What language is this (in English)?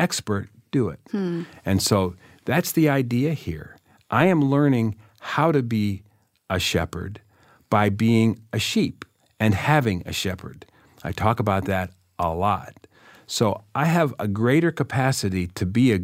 English